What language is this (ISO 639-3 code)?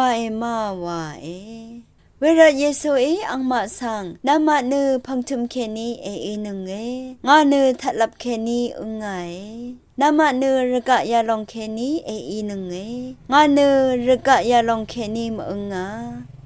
raw